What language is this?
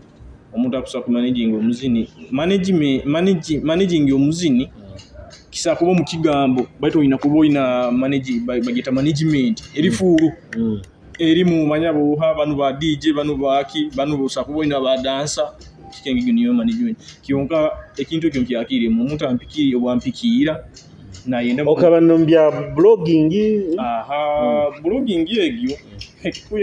Nyoro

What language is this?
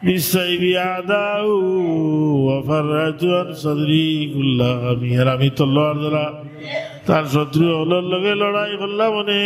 Sylheti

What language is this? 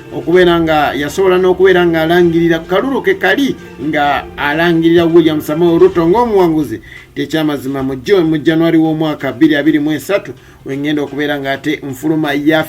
Ganda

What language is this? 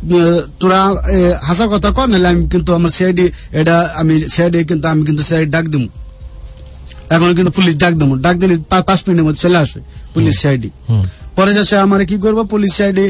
Bangla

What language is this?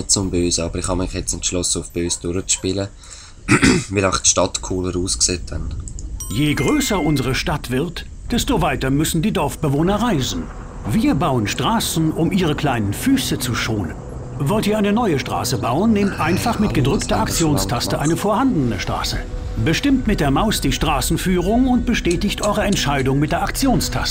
Swiss German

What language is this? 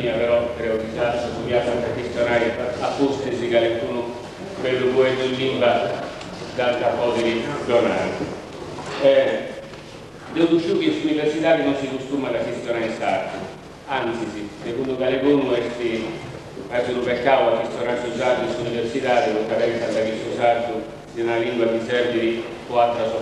Sardinian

